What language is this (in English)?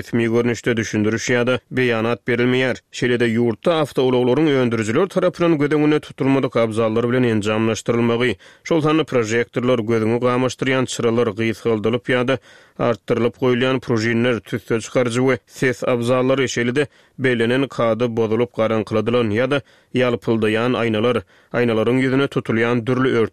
Turkmen